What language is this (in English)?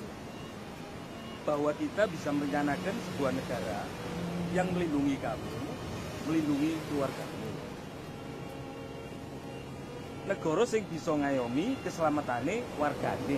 Indonesian